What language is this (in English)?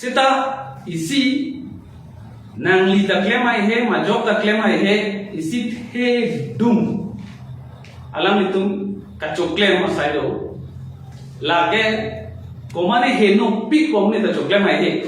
Karbi